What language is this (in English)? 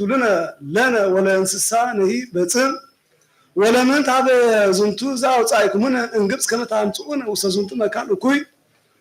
Geez